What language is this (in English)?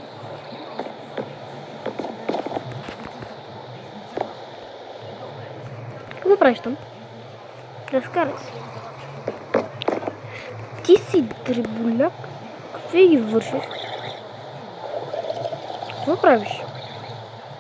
Bulgarian